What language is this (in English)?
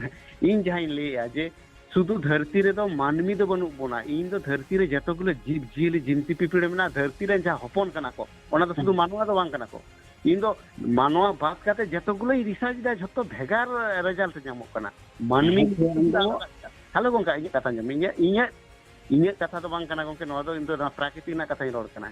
Santali